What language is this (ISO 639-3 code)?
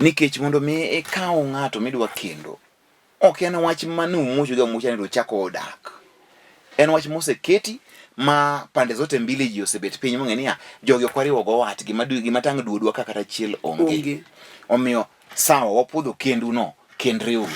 luo